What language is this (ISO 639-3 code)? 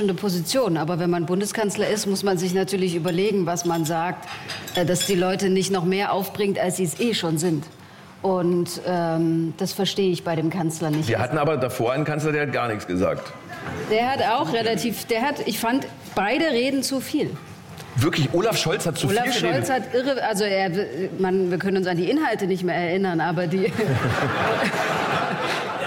deu